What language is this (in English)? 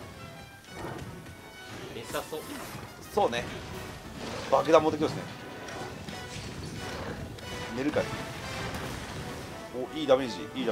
Japanese